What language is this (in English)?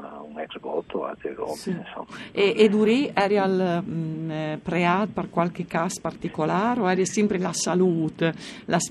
Friulian